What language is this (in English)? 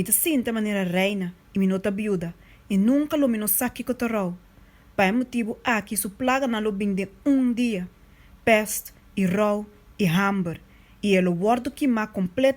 Papiamento